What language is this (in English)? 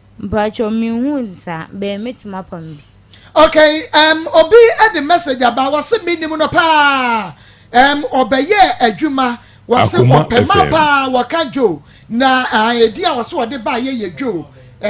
Akan